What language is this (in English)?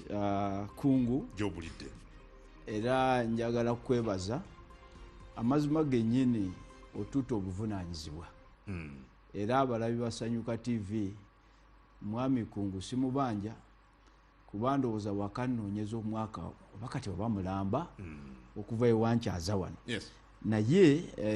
Ganda